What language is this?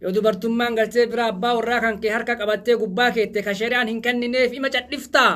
Oromo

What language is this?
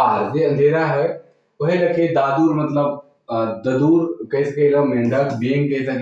Sadri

